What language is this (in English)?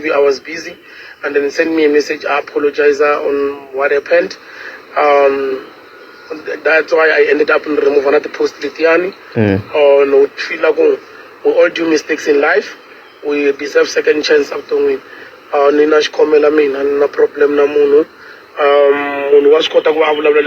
Tsonga